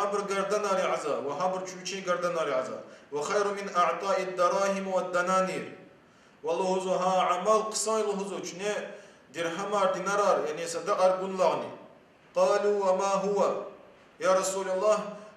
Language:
Lezghian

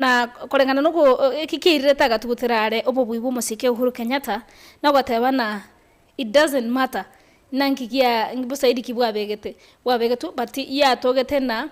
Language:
Gusii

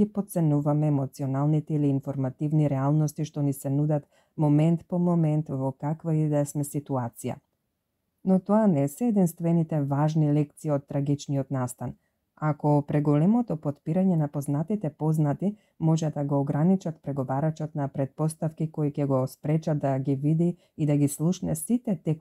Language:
Macedonian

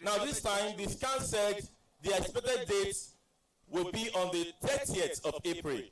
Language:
Ewe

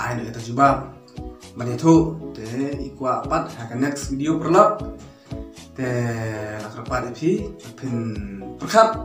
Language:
Khasi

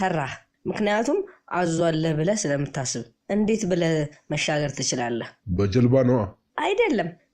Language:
Amharic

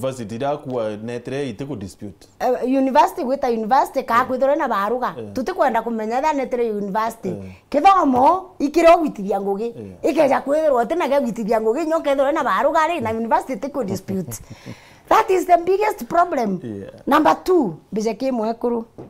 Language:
Meru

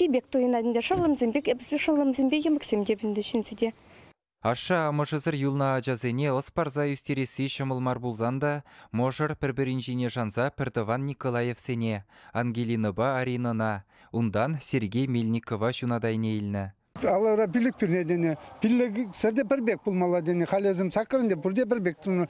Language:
Chuvash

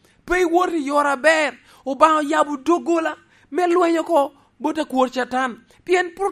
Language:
Lango (Uganda)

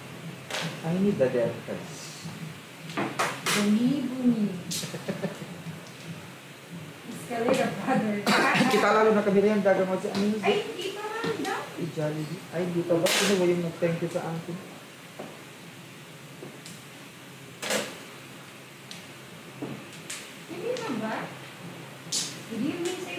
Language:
Filipino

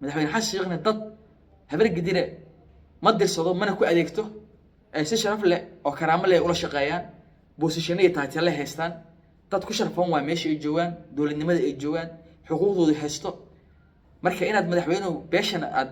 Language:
Somali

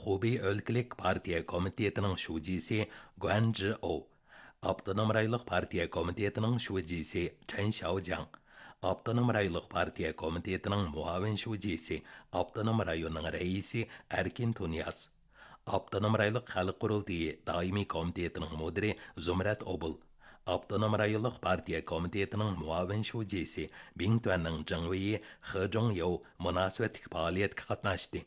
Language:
Uyghur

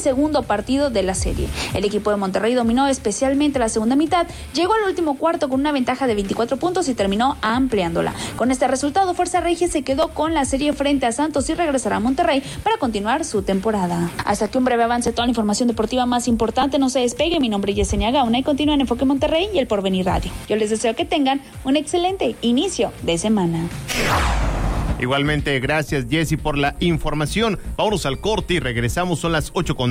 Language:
Spanish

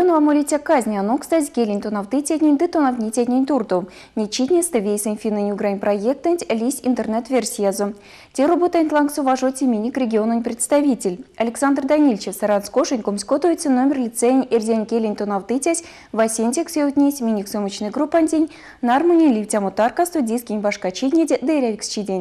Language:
Erzya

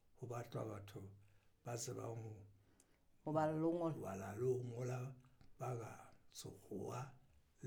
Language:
Southern Sotho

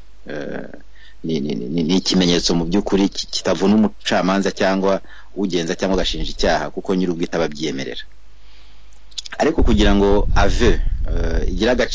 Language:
Kinyarwanda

